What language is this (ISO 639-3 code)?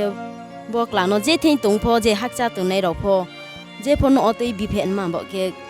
ria